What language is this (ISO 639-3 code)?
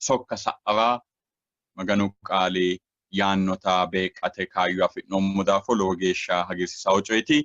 sid